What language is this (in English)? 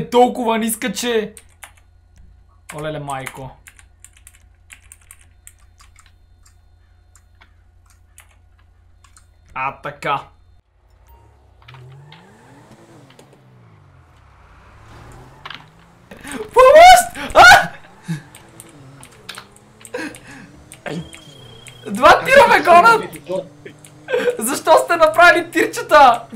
Bulgarian